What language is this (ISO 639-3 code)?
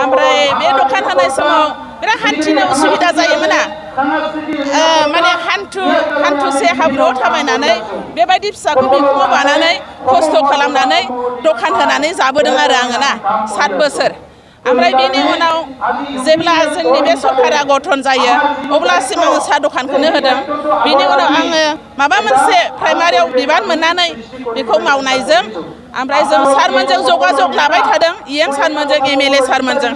brx